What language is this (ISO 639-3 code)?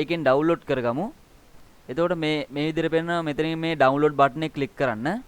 sin